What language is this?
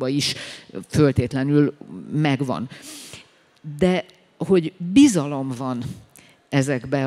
Hungarian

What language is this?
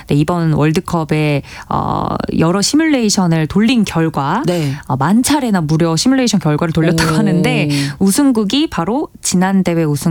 Korean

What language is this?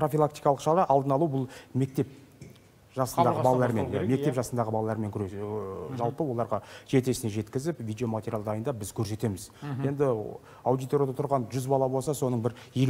Kazakh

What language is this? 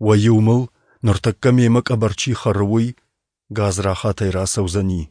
Ossetic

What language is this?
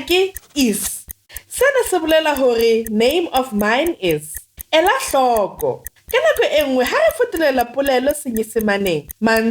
Southern Sotho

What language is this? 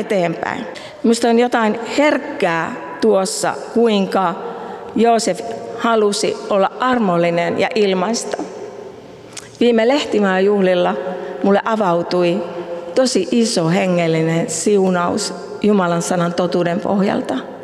Finnish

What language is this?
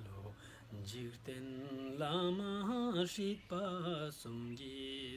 Ladakhi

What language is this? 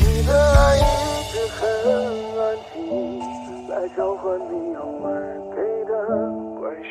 Chinese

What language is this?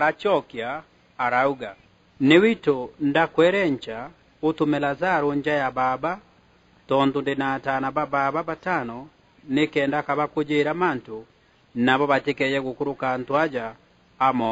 Meru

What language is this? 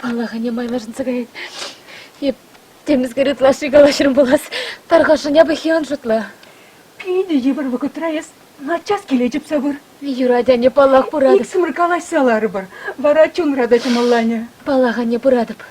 Chuvash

